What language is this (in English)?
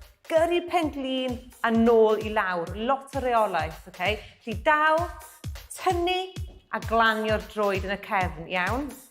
Welsh